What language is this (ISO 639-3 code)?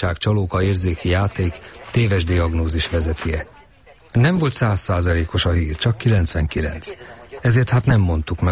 hun